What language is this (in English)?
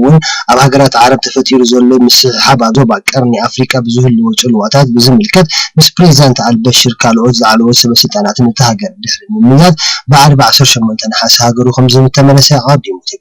Tigrinya